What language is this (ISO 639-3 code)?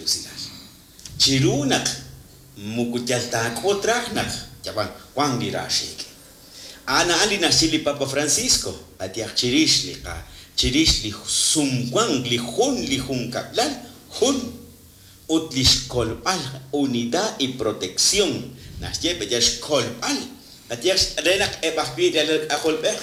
kek